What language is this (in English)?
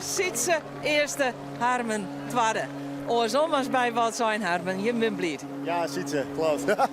Western Frisian